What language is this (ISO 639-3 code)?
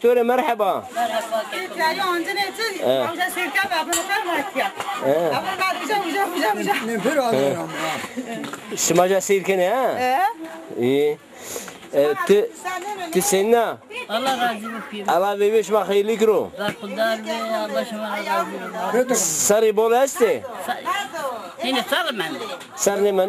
zza